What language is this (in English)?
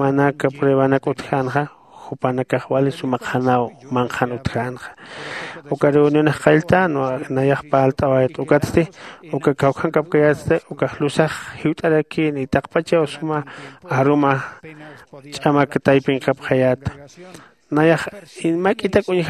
Aymara